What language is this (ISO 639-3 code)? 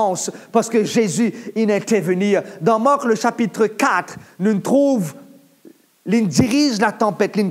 mfe